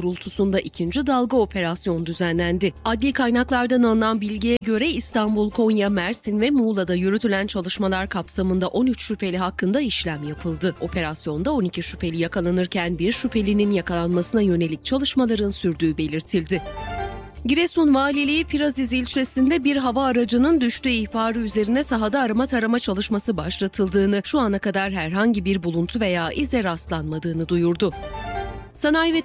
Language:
Turkish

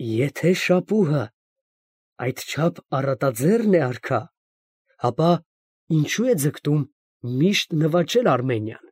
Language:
Armenian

